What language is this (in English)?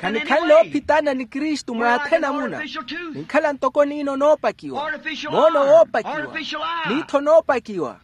Makhuwa